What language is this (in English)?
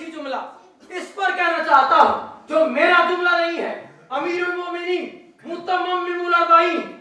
Urdu